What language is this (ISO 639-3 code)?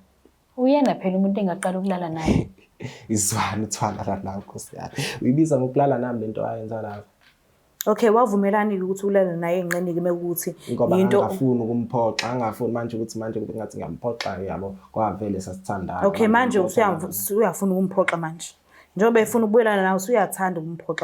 zul